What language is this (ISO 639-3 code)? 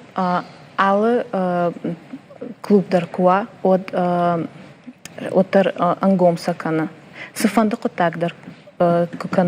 oss